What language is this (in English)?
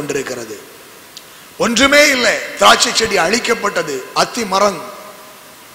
Tamil